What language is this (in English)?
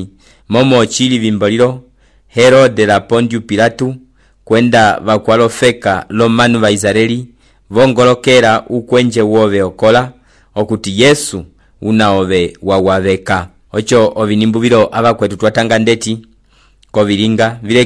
Umbundu